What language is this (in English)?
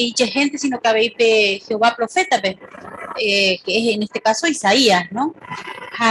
Guarani